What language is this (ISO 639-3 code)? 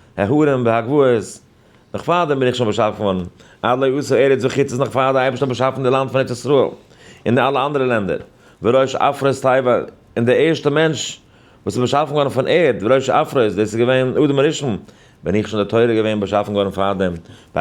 yid